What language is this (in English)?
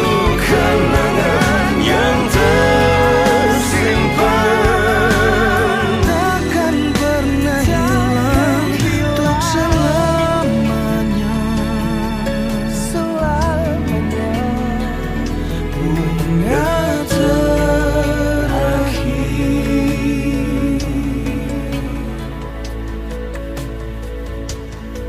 Indonesian